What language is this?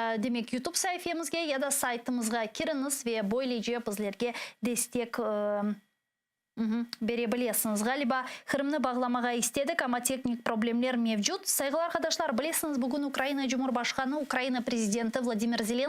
Crimean Tatar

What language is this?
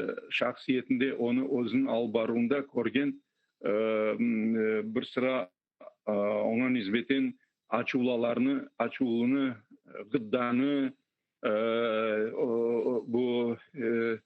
Crimean Tatar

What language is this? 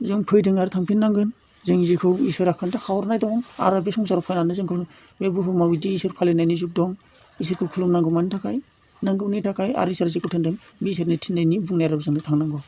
Bodo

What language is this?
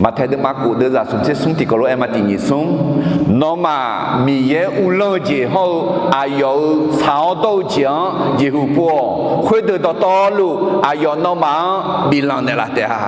Akha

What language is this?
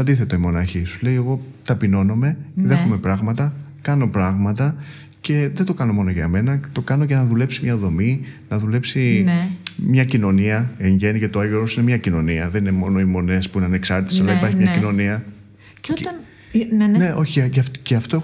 Greek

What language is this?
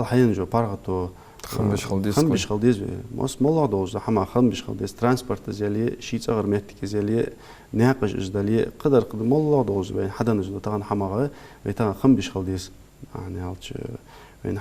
Ingush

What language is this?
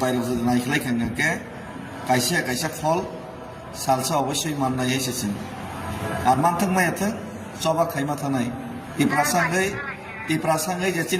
Kok Borok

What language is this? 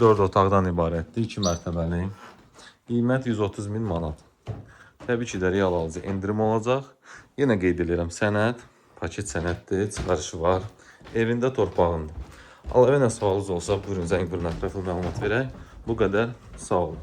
Azerbaijani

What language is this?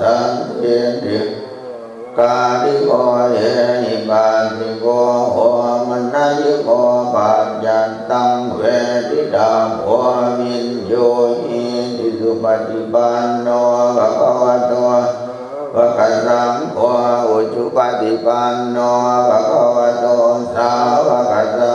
Pali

